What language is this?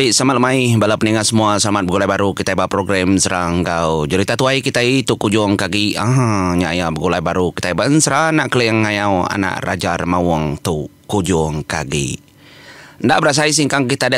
Iban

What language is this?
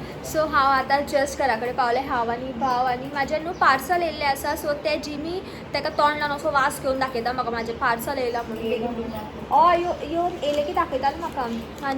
Konkani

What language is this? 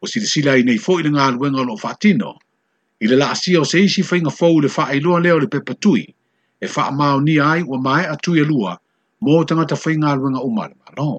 Samoan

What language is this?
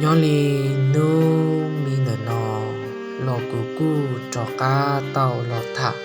Hmong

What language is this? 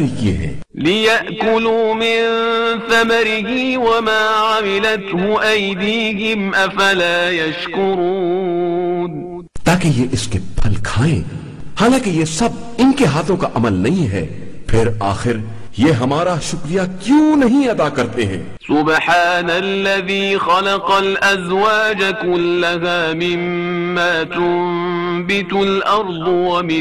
Urdu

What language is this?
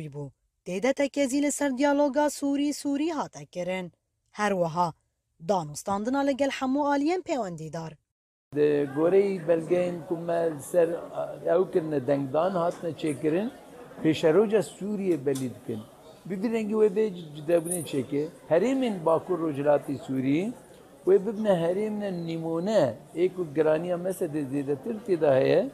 Kurdish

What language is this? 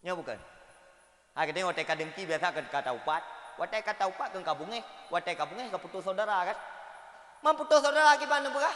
Achinese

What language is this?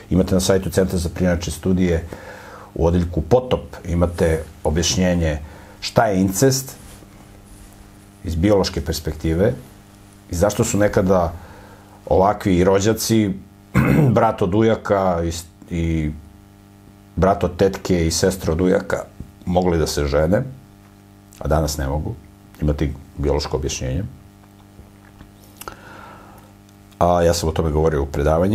Serbian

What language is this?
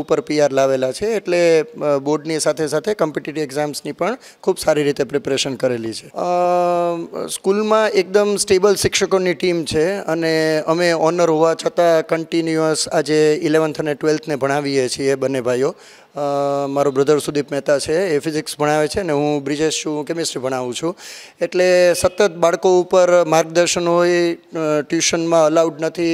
Gujarati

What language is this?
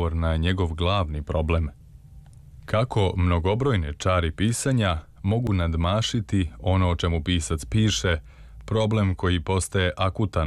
Serbian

